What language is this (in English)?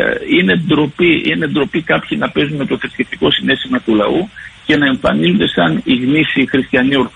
Greek